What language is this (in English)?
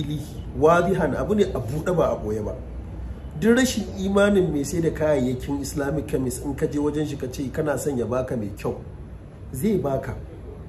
Hausa